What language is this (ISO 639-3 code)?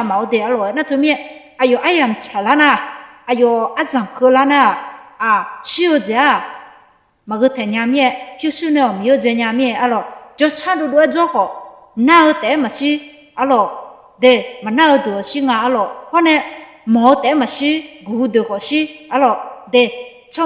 ahk